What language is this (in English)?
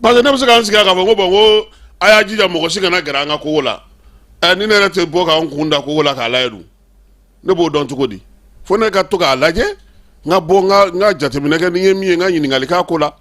Bambara